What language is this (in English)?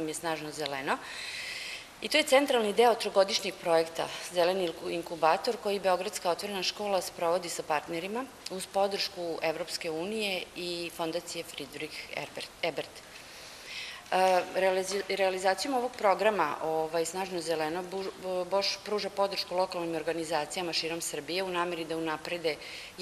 Serbian